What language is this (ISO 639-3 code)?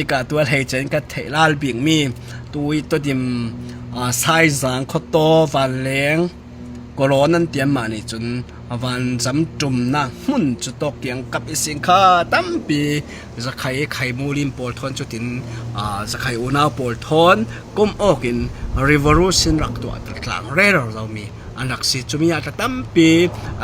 cfm